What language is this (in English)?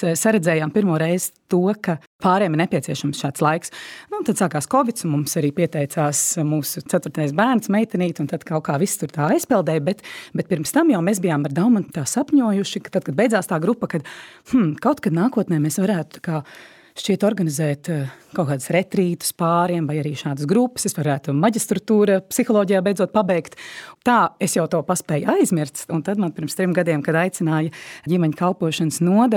Latvian